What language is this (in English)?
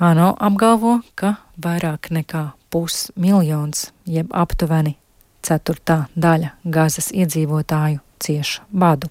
Latvian